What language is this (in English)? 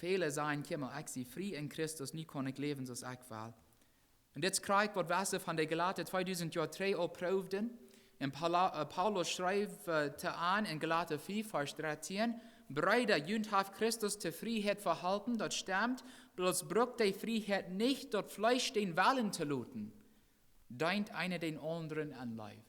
Plautdietsch